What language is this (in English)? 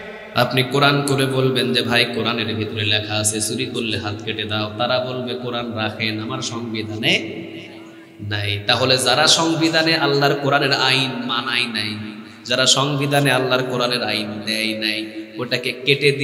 Bangla